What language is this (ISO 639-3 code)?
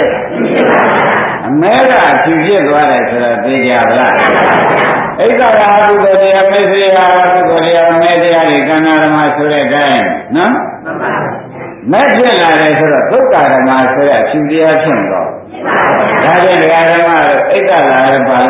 mya